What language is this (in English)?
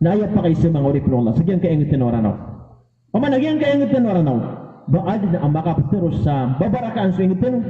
Maranao